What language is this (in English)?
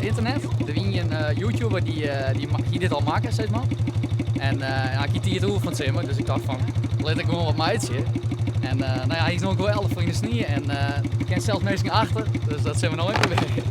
Western Frisian